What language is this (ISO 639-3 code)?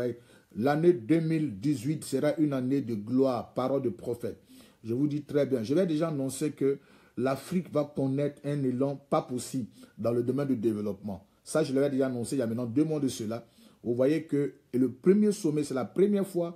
fra